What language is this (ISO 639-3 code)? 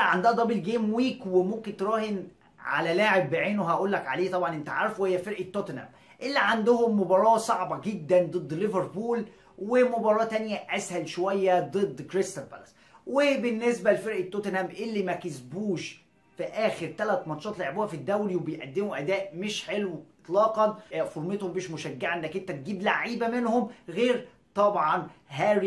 arz